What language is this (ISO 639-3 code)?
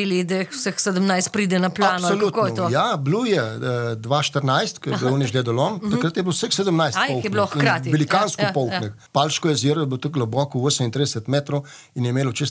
slv